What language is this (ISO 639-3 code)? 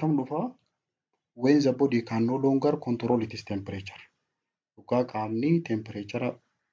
orm